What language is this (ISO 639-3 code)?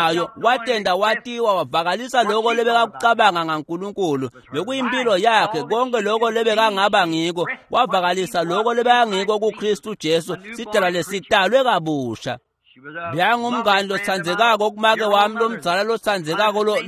ssw